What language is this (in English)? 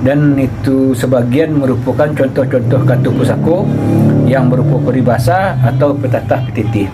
Minangkabau